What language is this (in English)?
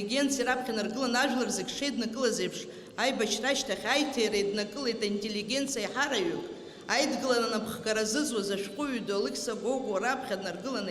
Abkhazian